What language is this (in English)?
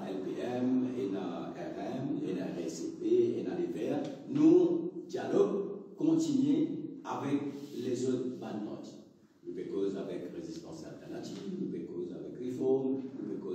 Morisyen